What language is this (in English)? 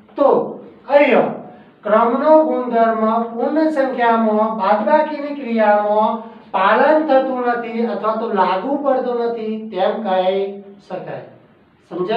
Gujarati